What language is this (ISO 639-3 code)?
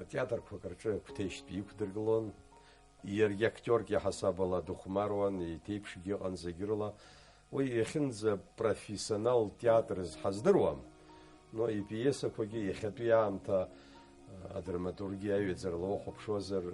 abk